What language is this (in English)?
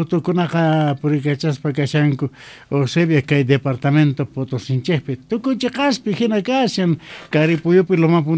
South Bolivian Quechua